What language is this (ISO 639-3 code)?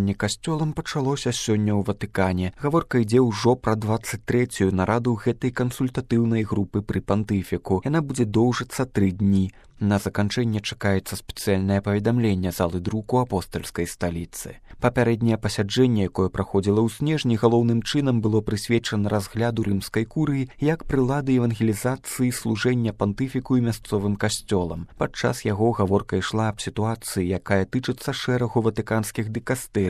bel